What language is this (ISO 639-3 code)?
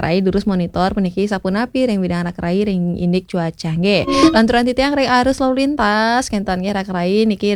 ban